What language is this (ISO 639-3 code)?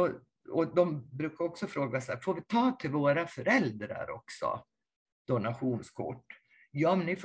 swe